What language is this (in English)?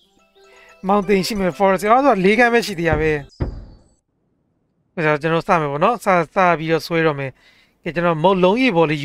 Burmese